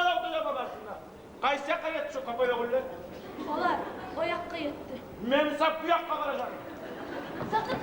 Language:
Kumyk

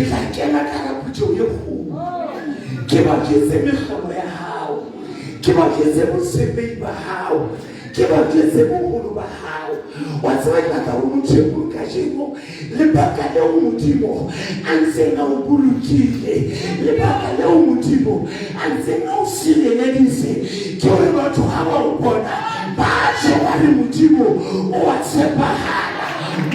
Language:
Southern Sotho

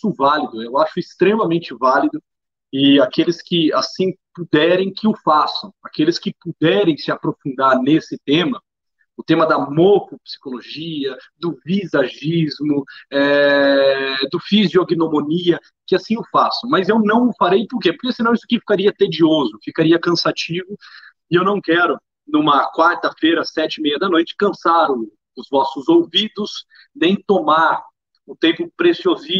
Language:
Portuguese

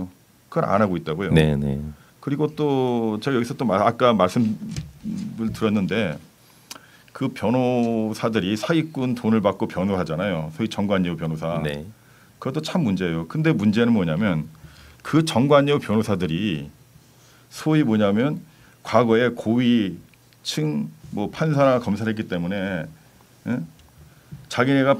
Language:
Korean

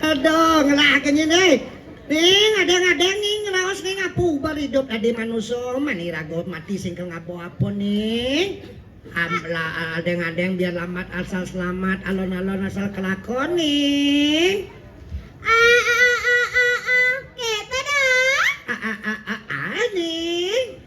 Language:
Balinese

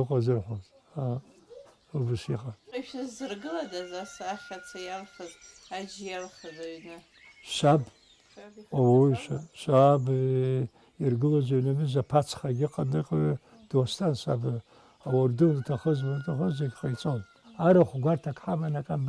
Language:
Abkhazian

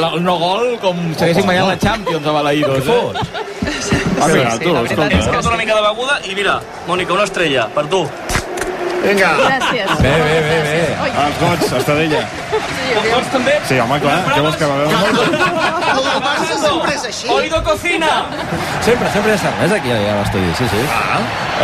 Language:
Catalan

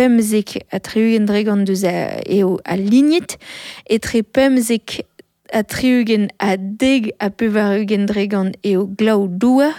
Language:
Breton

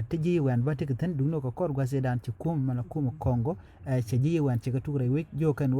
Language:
Nuer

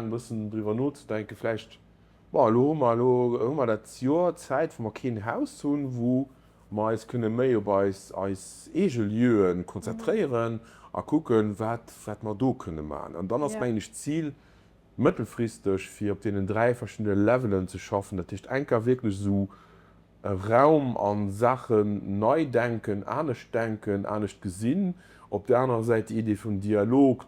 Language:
Luxembourgish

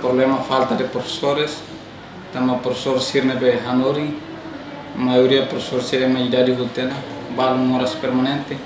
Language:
Tetum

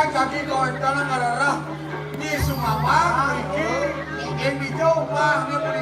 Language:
Balinese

